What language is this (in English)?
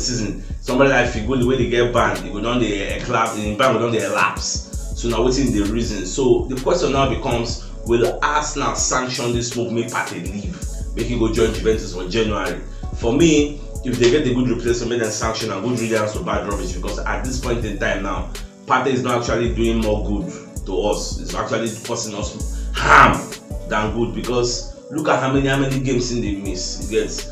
Nigerian Pidgin